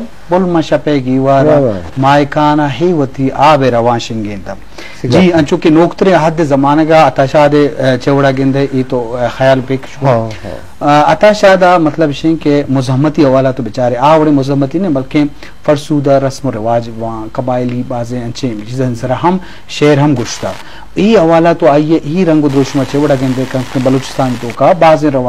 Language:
Eastern Balochi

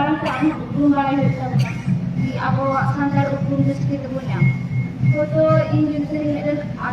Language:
Santali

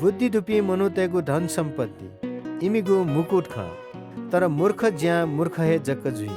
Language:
Newari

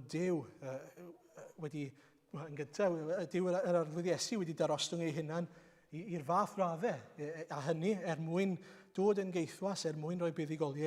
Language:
Welsh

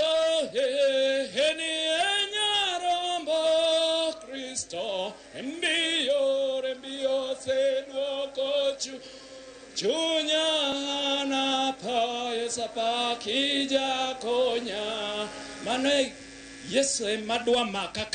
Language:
Luo (Kenya and Tanzania)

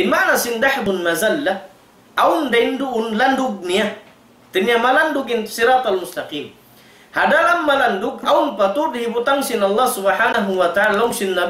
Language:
Tausug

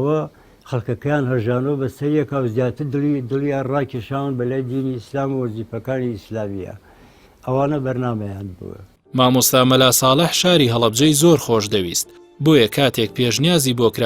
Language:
Central Kurdish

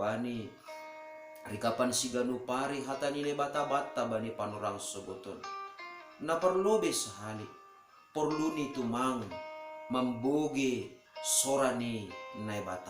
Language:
Batak Simalungun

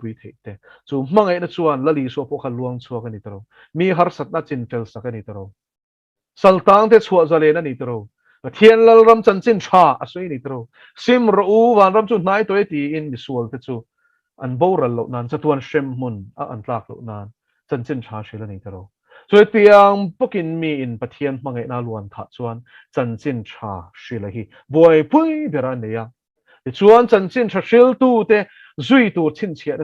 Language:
Mizo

